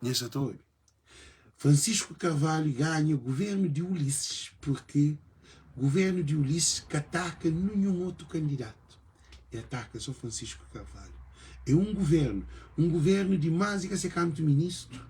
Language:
Kabuverdianu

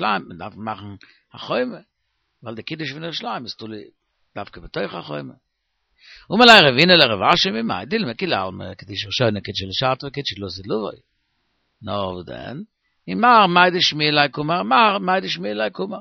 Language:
Yiddish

